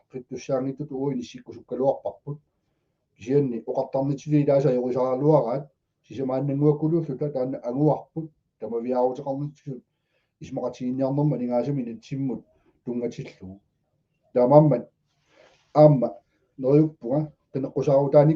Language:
Kalaallisut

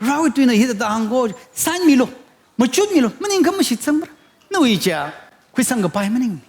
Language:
Tangkhul Naga (India)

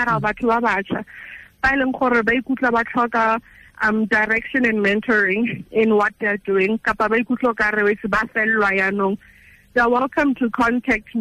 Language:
Tswana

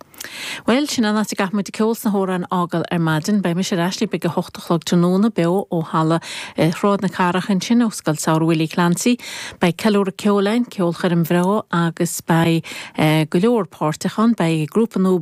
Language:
Irish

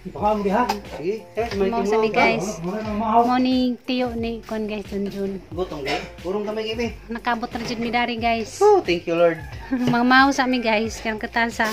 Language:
Cebuano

